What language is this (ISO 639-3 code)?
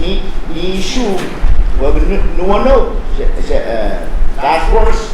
pon